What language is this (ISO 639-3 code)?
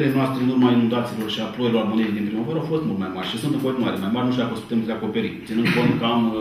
ron